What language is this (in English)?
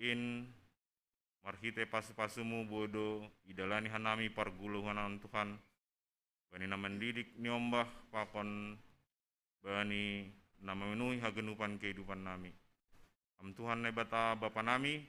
Batak Simalungun